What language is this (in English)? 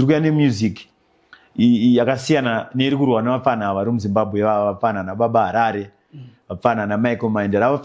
Shona